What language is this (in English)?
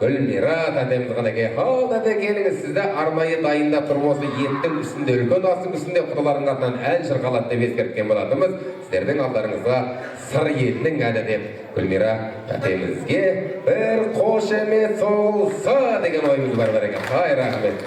Kazakh